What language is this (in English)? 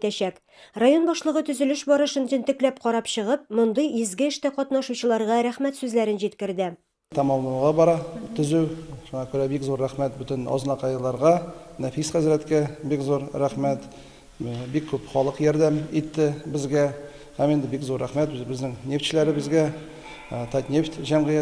Tatar